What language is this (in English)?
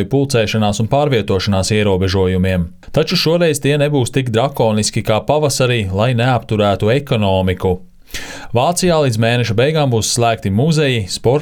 Latvian